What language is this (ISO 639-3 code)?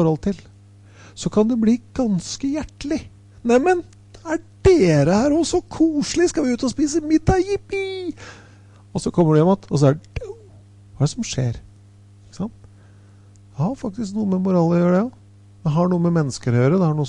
nor